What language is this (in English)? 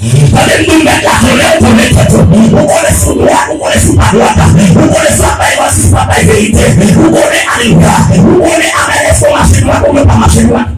Haitian Creole